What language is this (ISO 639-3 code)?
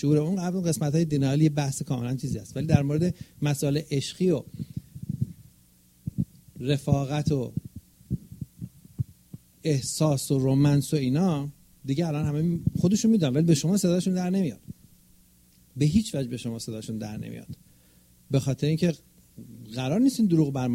fas